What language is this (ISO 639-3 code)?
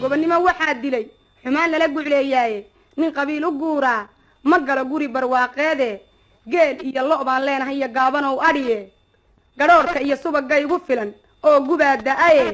som